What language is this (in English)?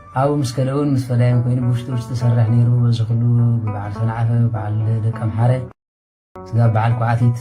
Tigrinya